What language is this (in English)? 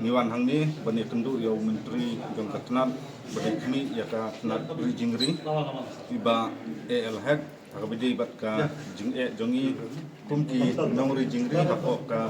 Khasi